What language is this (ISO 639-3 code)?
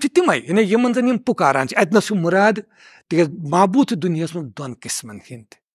kas